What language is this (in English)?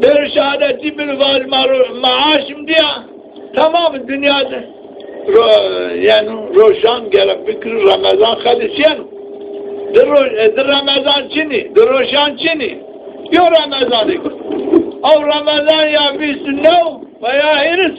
Zaza